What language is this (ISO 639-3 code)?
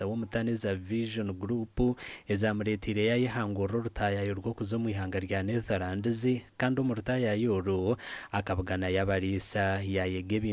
nyn